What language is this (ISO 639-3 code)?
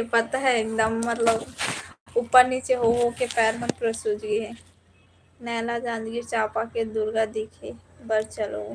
hne